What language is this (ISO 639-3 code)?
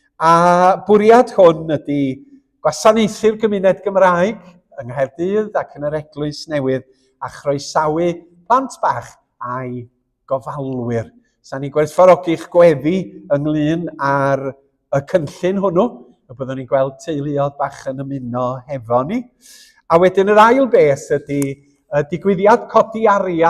cym